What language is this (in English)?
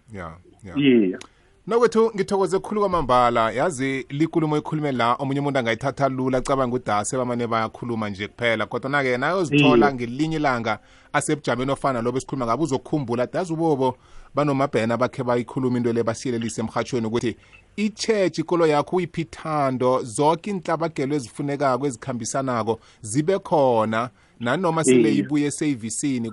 South Ndebele